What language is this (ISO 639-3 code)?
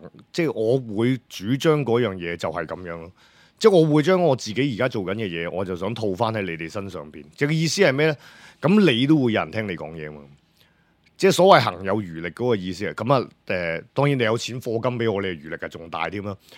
yue